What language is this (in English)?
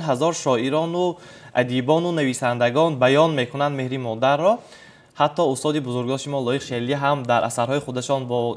Tajik